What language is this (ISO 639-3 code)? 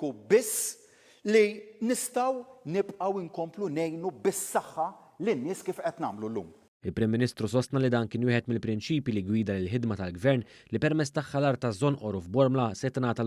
mlt